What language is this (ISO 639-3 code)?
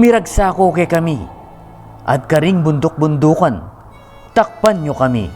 pam